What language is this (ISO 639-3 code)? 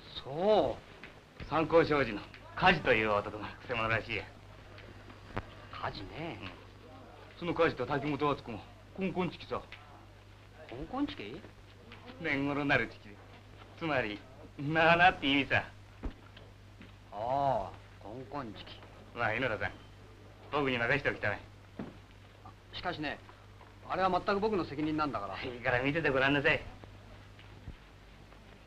jpn